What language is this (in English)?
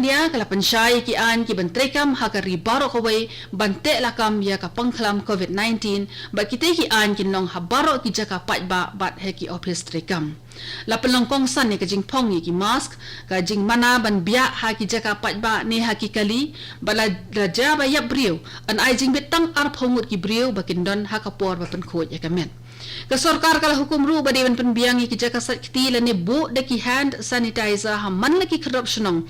Khasi